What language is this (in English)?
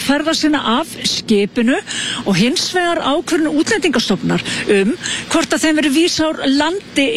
Icelandic